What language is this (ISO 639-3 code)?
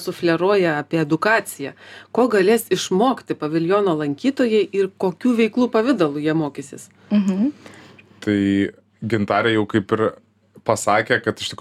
lit